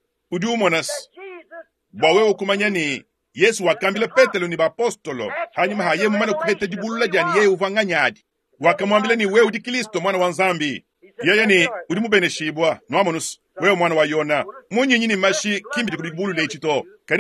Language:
Luba-Lulua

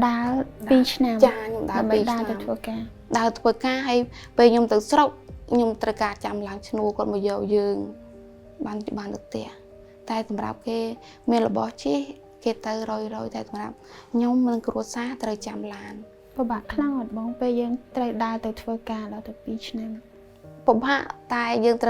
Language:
Khmer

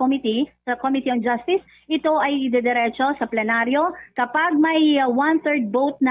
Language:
Hiligaynon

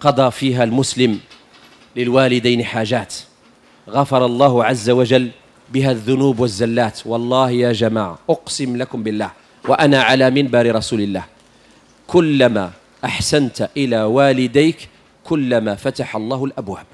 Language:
Moroccan Arabic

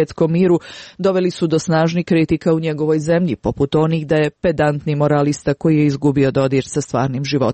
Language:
Serbian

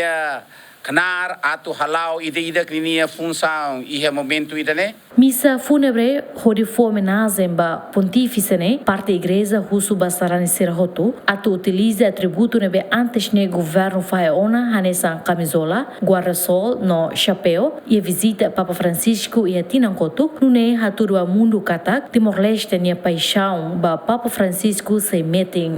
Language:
Tetum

